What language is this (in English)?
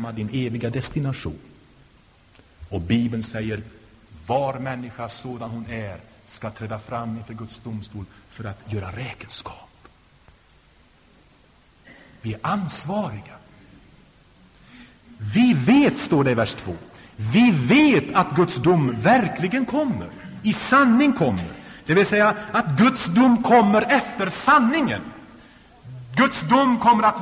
Swedish